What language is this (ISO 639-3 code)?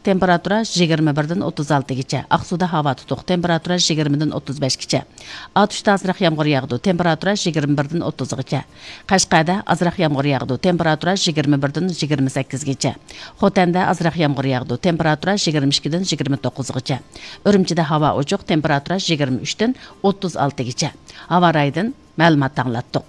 uig